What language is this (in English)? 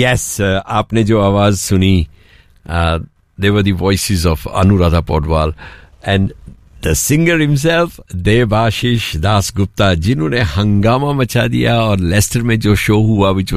Hindi